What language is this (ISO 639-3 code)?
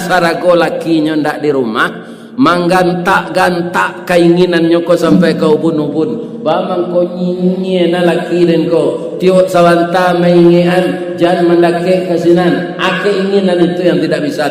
min